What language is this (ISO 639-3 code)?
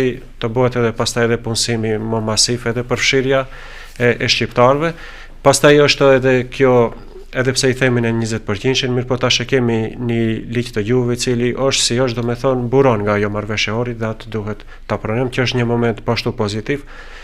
sqi